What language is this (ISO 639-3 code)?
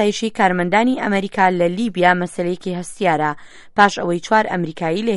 ckb